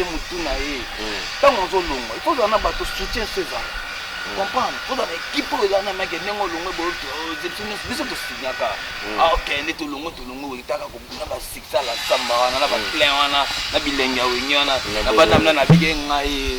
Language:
Lingala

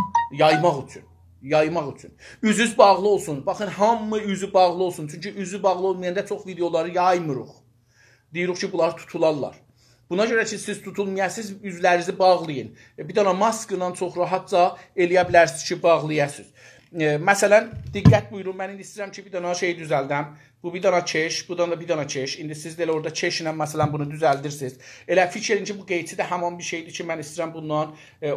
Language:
South Azerbaijani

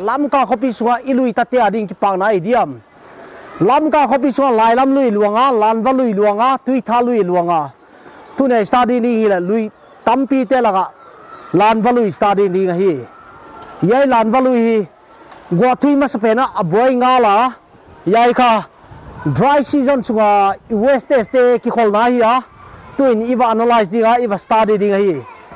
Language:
Paite Chin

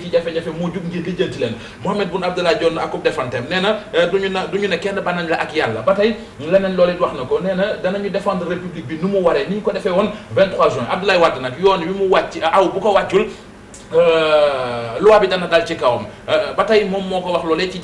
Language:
Wolof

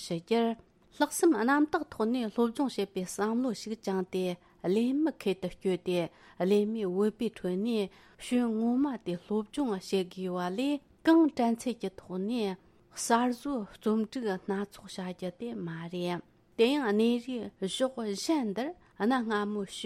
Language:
Tibetan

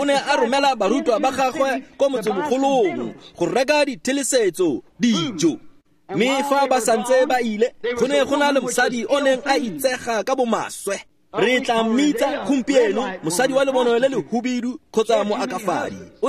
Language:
Tswana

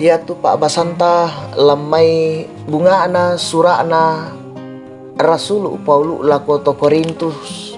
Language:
Toraja-Sa'dan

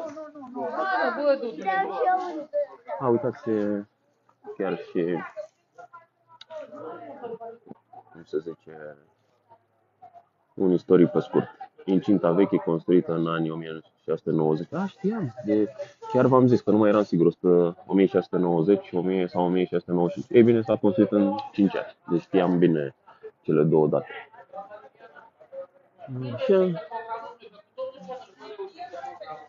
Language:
Romanian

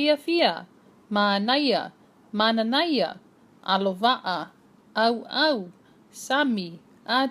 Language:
Samoan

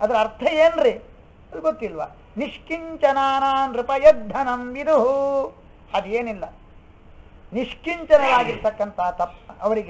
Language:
Kannada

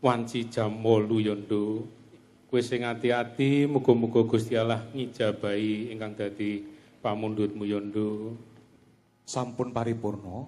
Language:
Javanese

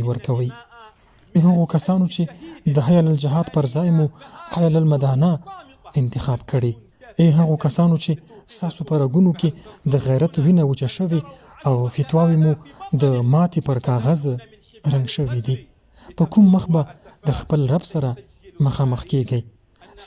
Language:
Pashto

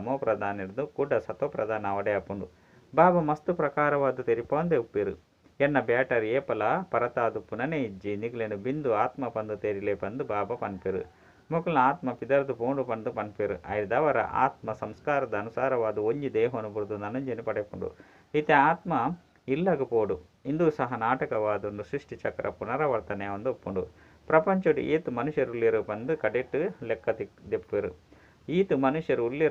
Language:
Tulu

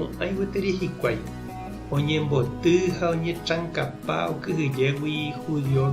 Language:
Guarani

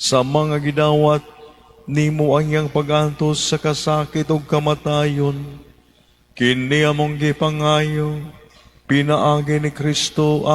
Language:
Cebuano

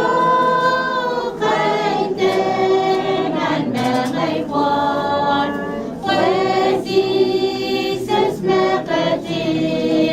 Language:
Pohnpeian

